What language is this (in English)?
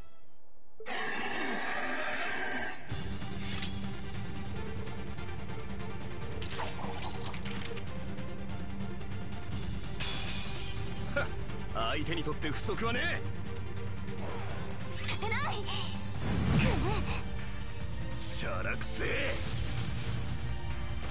Japanese